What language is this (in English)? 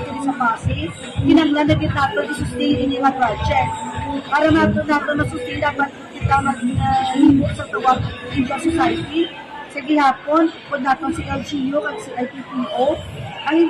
Hiligaynon